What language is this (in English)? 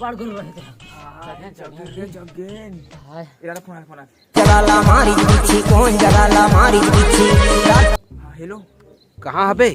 Chhattisgarhi